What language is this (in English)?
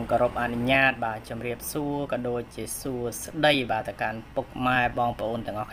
Khmer